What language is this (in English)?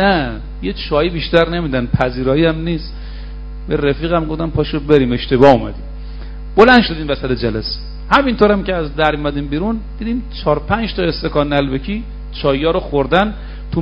Persian